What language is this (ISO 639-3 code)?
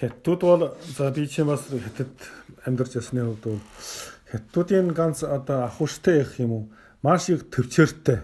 mon